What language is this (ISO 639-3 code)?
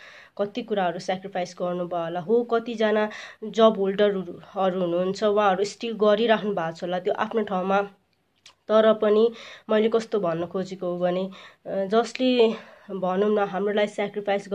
nep